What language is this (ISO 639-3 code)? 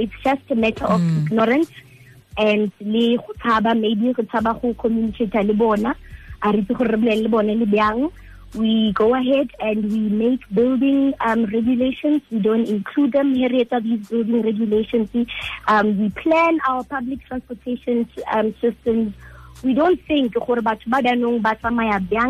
tsn